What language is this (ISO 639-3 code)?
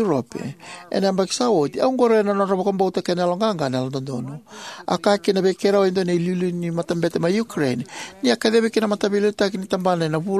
fij